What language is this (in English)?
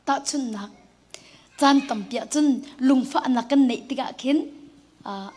Hakha Chin